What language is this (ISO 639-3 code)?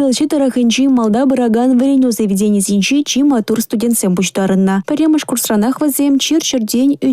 chv